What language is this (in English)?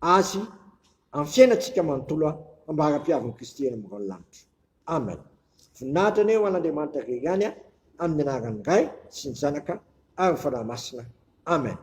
Malagasy